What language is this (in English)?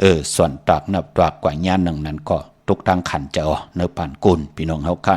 Shan